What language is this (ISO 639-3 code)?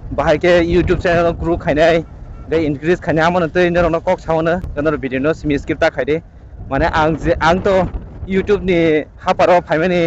trp